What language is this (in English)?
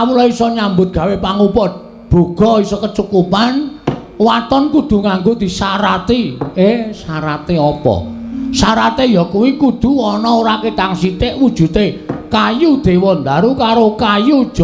Javanese